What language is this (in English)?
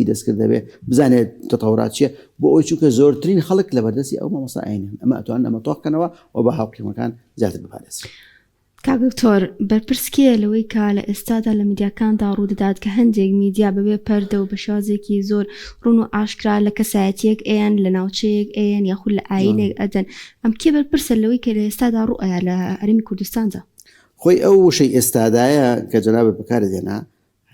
Central Kurdish